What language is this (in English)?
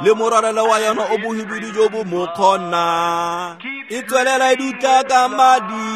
Tswana